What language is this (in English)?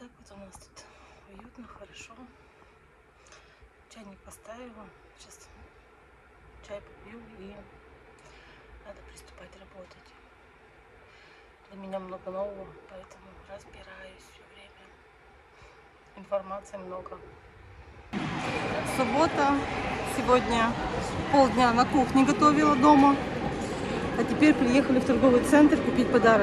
Russian